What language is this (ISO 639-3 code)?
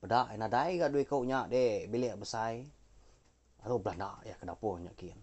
iba